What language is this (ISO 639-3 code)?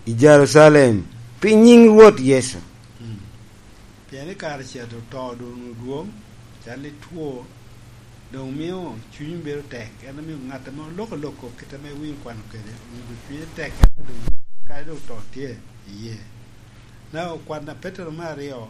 laj